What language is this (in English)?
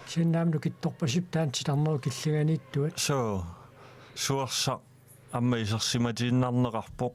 Kalaallisut